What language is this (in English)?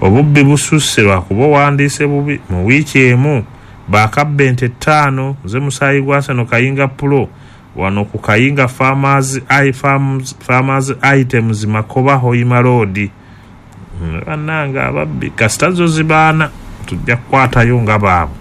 Ganda